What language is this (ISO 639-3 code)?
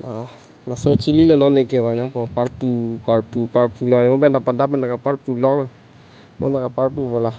mjw